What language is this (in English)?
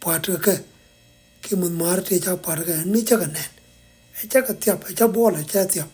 Nuer